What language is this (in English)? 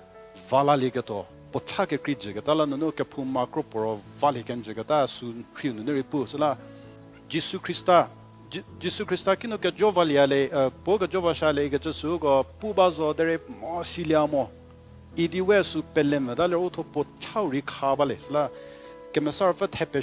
Angami Naga